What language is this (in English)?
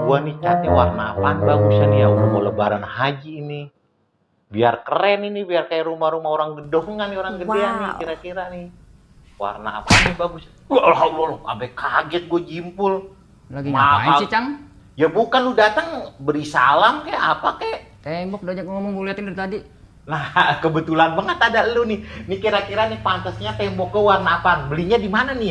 Betawi